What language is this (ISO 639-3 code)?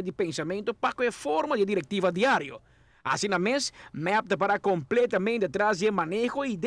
pap